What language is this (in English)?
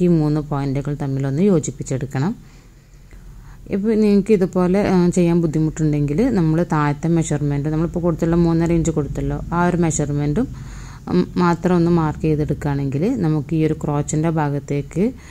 Malayalam